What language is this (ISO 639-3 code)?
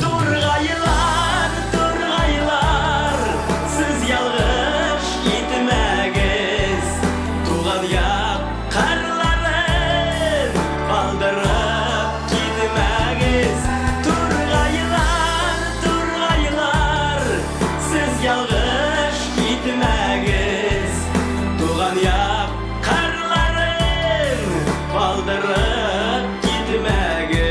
tat